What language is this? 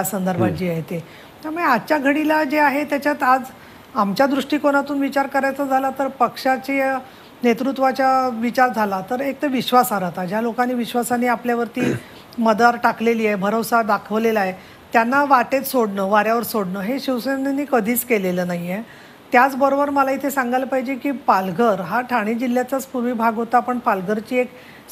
Marathi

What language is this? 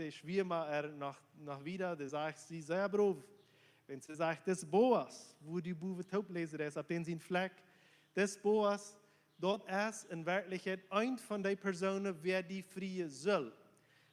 Plautdietsch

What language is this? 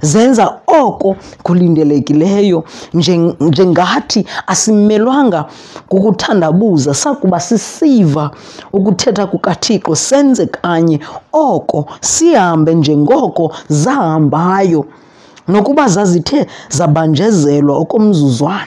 Xhosa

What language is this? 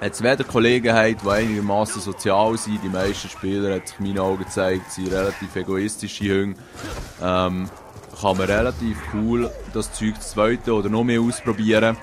Swiss German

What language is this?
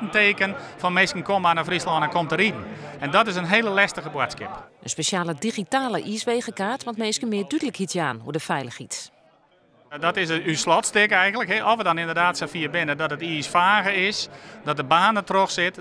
Western Frisian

